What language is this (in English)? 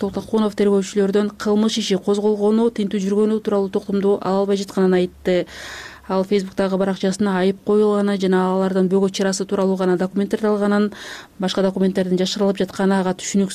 Kyrgyz